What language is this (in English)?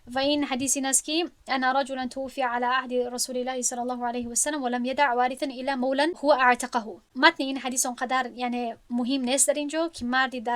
Tajik